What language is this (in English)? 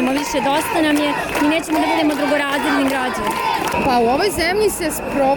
Serbian